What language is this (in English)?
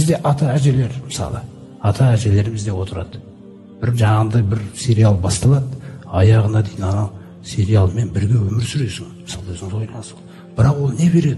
Kazakh